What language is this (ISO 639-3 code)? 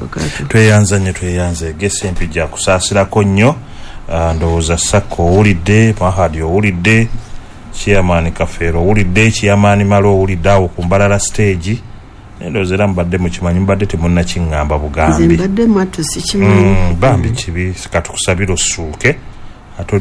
lug